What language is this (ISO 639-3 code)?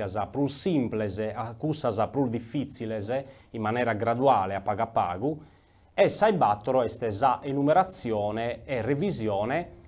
srd